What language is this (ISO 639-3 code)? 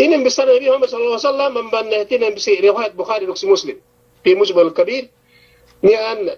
yka